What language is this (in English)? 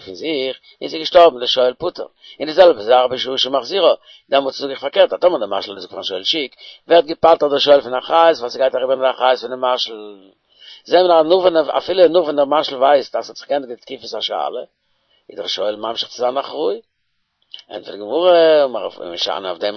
Yiddish